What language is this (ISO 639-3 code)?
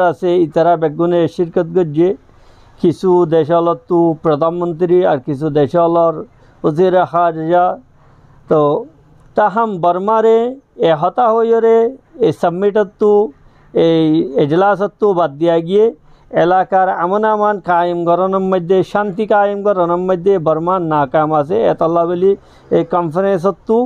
rhg